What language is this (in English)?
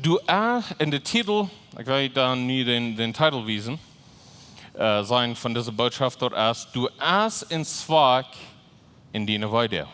Plautdietsch